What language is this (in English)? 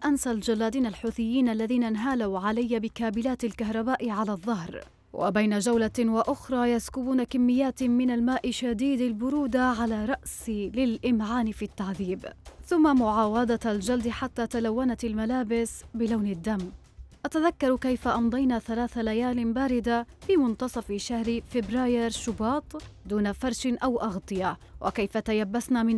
Arabic